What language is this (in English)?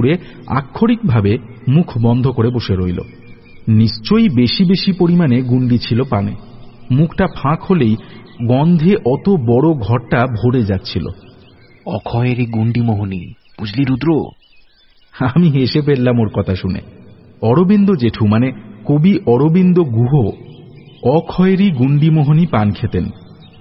Bangla